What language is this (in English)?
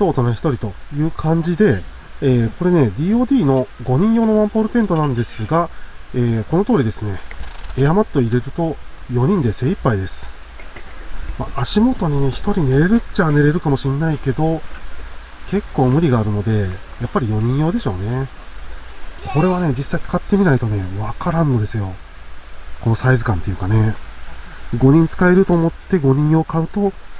Japanese